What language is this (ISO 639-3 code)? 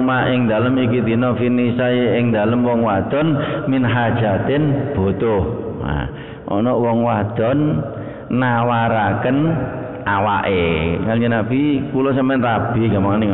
jav